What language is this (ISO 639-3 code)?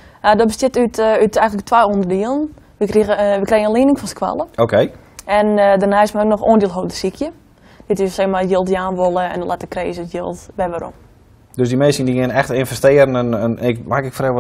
fry